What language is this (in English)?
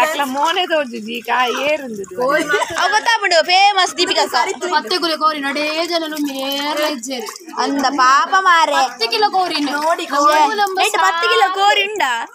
Tulu